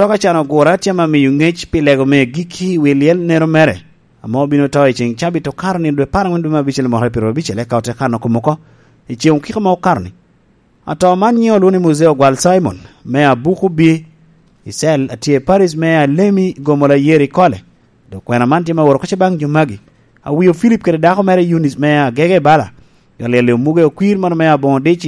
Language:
Lango (Uganda)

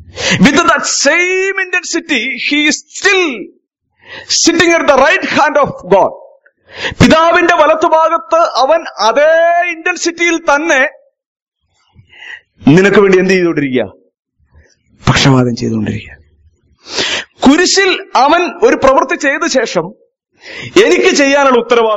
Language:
Malayalam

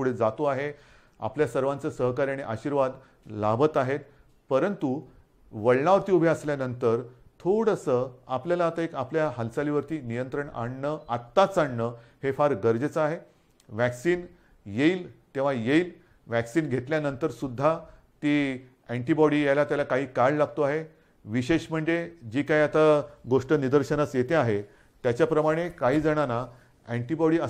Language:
Marathi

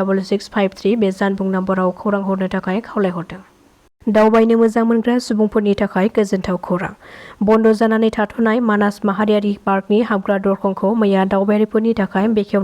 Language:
Bodo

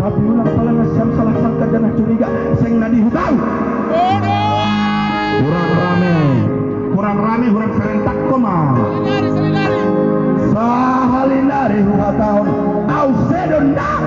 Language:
Batak Simalungun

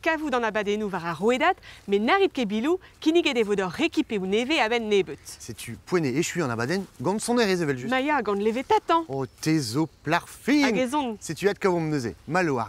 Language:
Breton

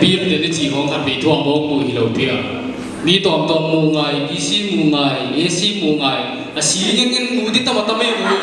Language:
Paite Chin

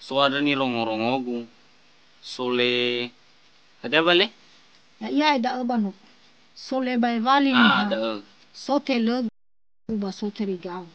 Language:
Nias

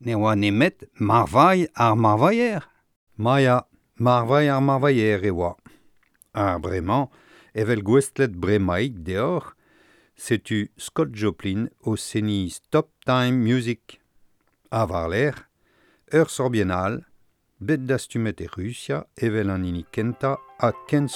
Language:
Breton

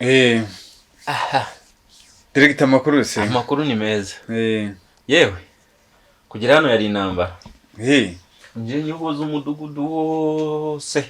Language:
Kinyarwanda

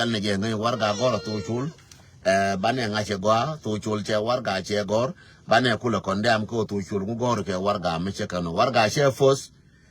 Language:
Nuer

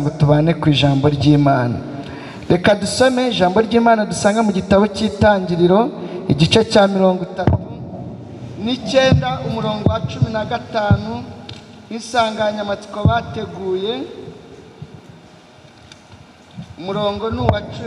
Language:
Kinyarwanda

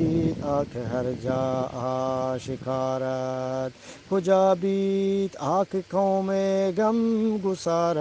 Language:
Eastern Balochi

